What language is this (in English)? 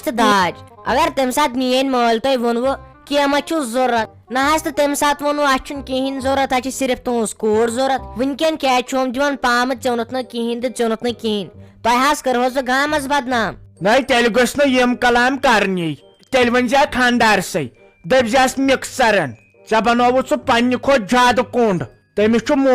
Kashmiri